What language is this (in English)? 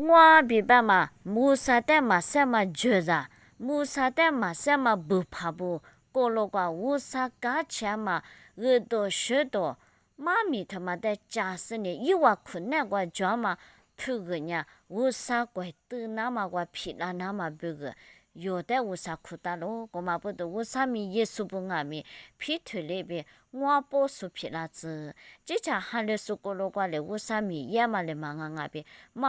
Lisu